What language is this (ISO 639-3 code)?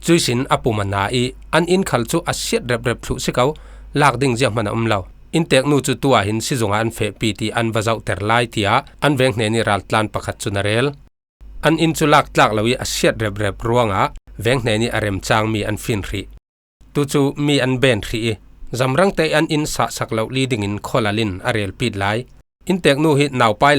cfm